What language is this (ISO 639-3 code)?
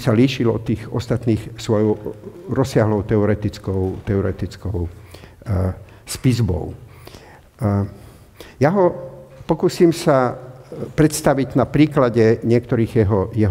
slk